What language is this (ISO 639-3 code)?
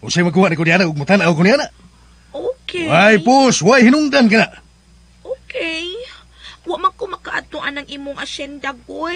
ceb